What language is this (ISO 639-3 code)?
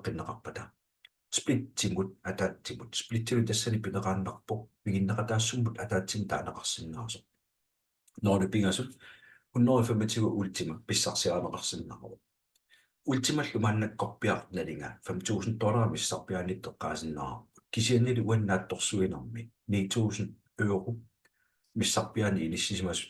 kal